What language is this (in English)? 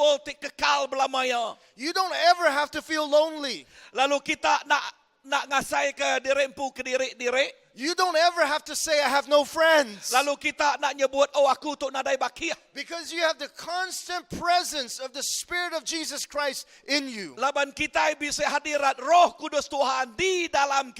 Iban